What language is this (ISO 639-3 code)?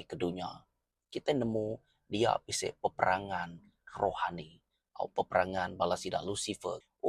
iba